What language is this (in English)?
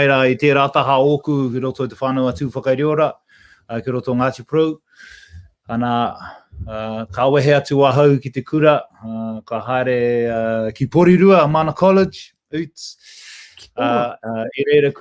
Māori